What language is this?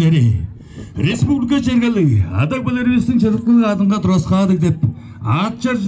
Tuvinian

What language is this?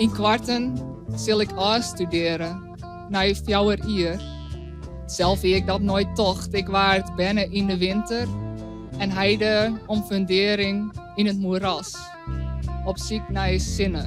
Western Frisian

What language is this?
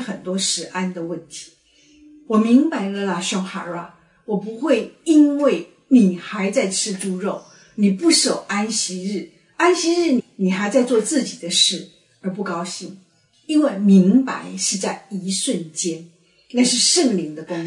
Chinese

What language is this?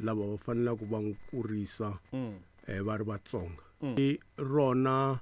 Tsonga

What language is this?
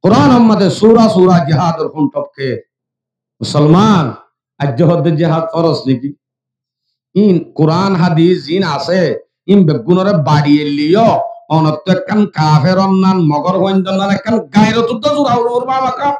Rohingya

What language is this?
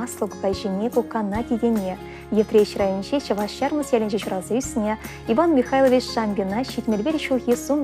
Chuvash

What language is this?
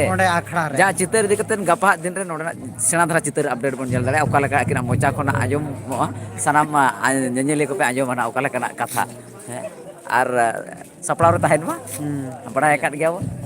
Santali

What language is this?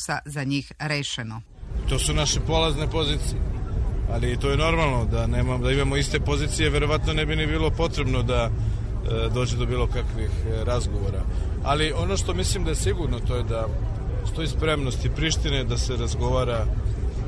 Serbian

